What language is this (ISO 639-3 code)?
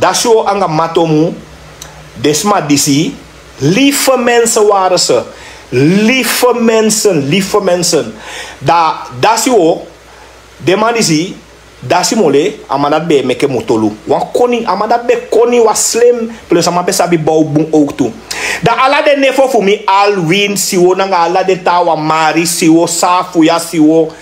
srn